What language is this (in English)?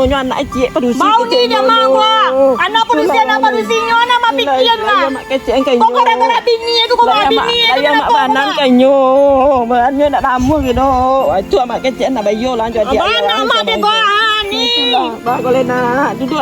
Minangkabau